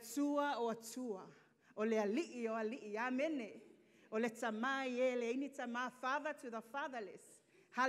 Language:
Samoan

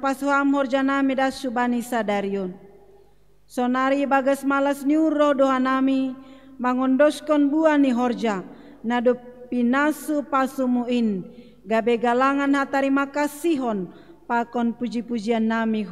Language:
Batak Simalungun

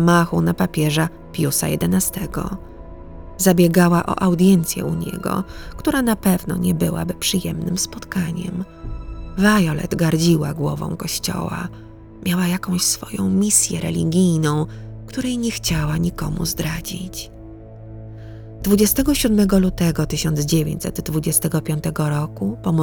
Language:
Polish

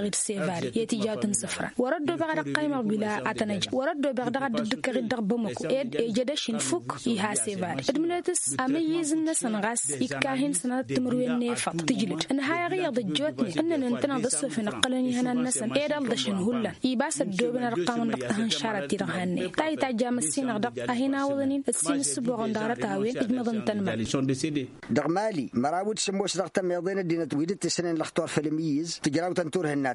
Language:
Tamasheq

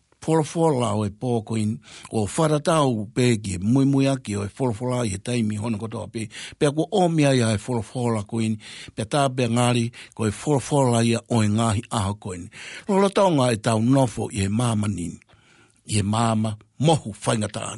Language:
Tongan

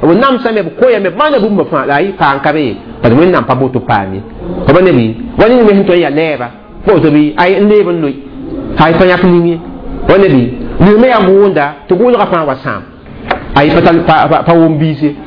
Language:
Mossi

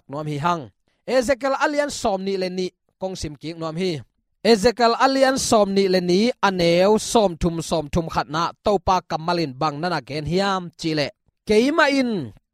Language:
Tedim Chin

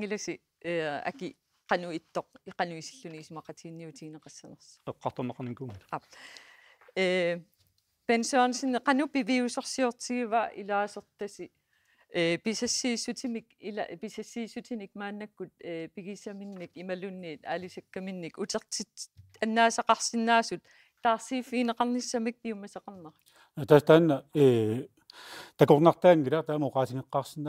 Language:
Kalaallisut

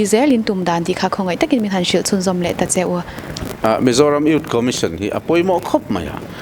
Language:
Mizo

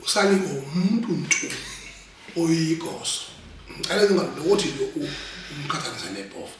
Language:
Zulu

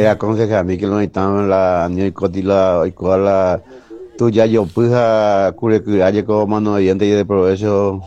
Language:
Guarani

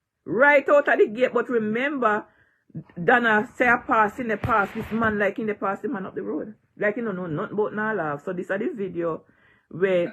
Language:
Jamaican Creole English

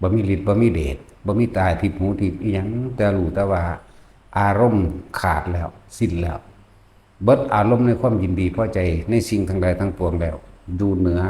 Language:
Northeastern Thai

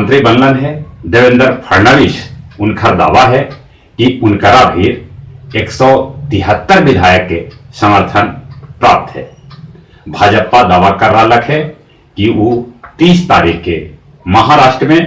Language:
Magahi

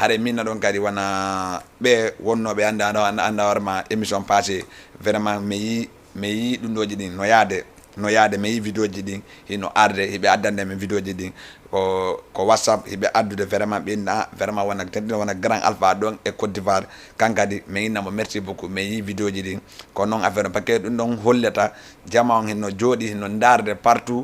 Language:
Fula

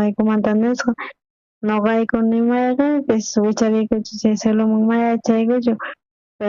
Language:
South Bolivian Quechua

